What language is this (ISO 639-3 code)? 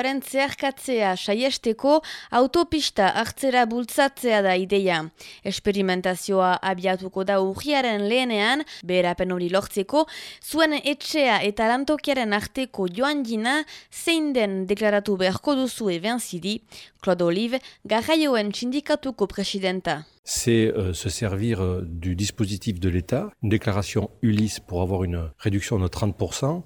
eus